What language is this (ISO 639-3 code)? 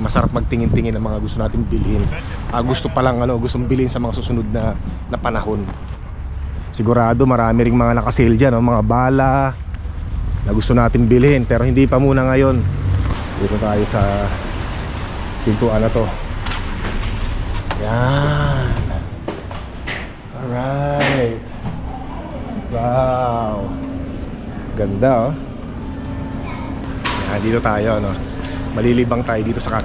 fil